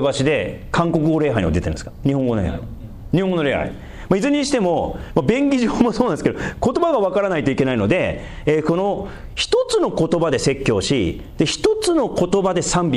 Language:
Japanese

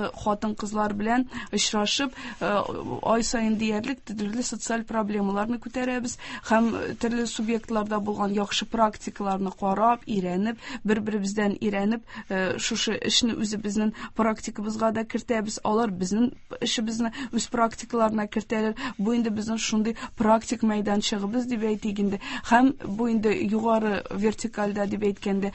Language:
Tatar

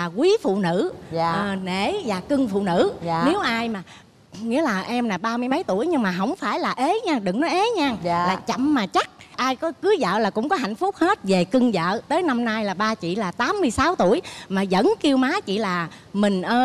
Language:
Vietnamese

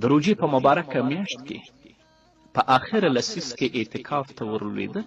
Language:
Pashto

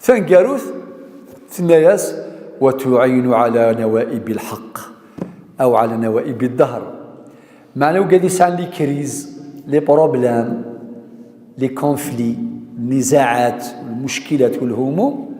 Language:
Kabyle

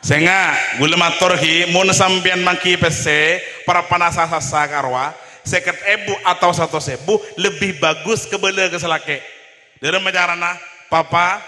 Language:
Madurese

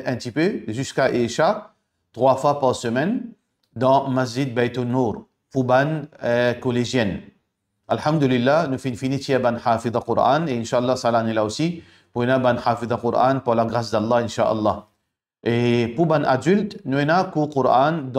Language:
Morisyen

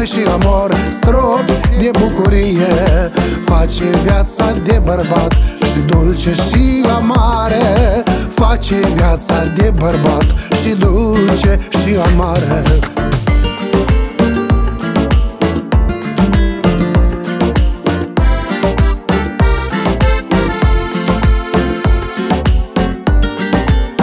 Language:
Romanian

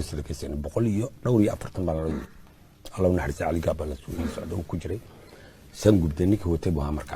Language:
Somali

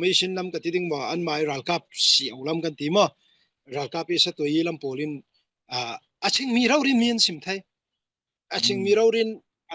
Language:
Falam Chin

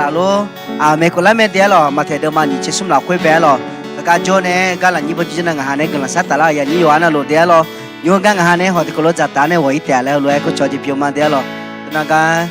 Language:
Akha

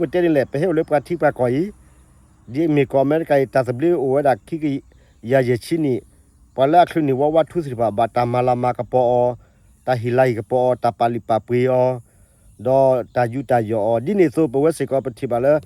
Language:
S'gaw Karen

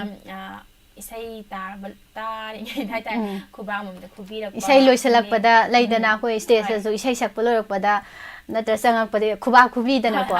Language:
Manipuri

